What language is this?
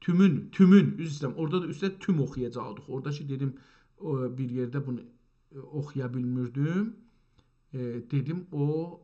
South Azerbaijani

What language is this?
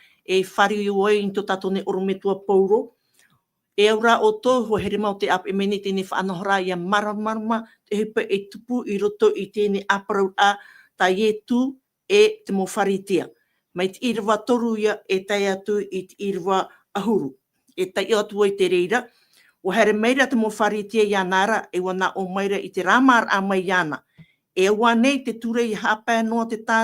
Tahitian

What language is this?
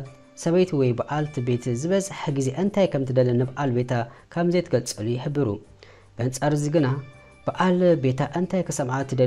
Tigrinya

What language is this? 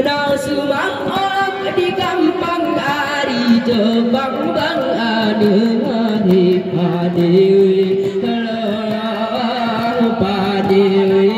Gayo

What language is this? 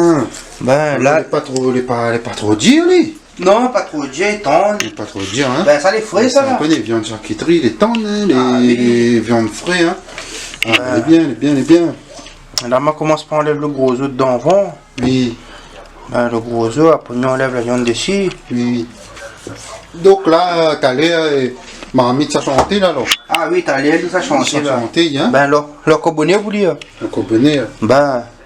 Réunion Creole French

